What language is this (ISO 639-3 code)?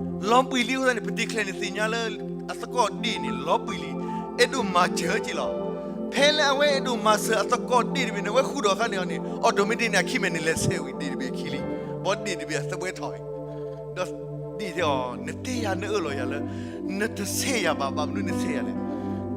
ksw